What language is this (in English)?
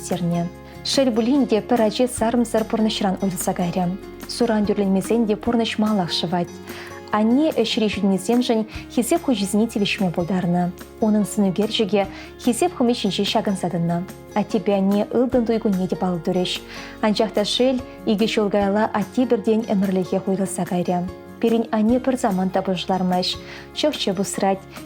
Chuvash